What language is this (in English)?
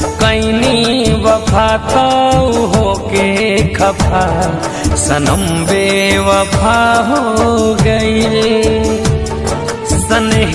Bhojpuri